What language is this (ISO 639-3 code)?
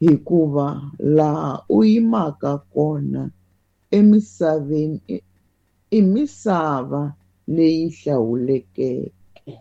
tso